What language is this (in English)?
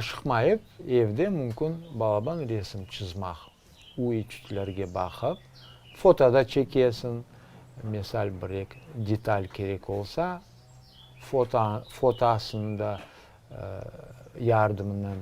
Crimean Tatar